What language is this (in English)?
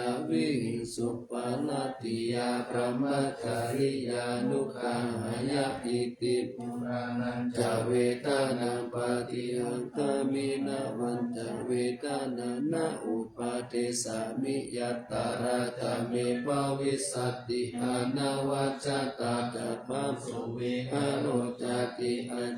Pali